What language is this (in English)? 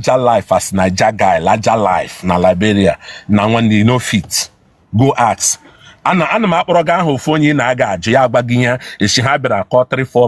Igbo